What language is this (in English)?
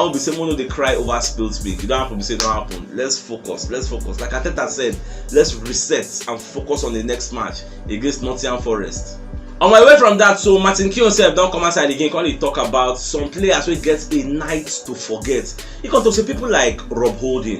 Nigerian Pidgin